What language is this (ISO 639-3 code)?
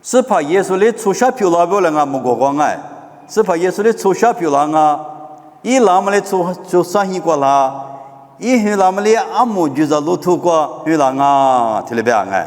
lis